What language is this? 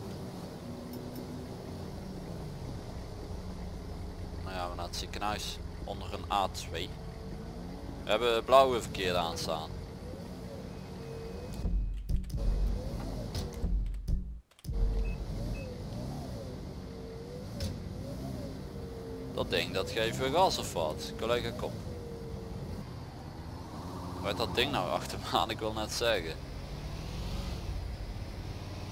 Dutch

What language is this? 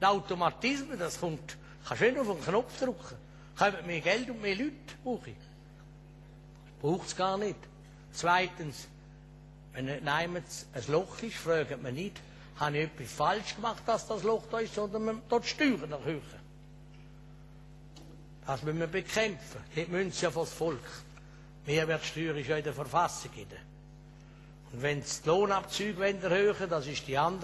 German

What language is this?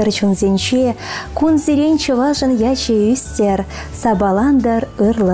Chuvash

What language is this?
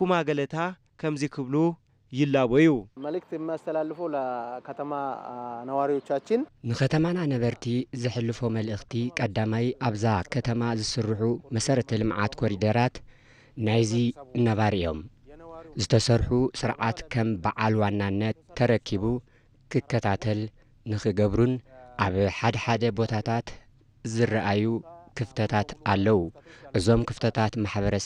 Tigrinya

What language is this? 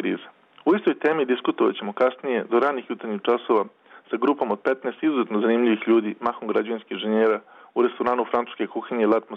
Serbian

